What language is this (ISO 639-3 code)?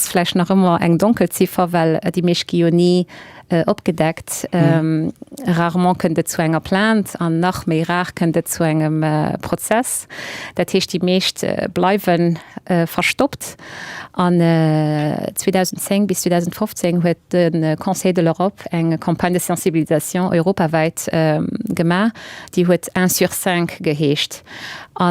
ltz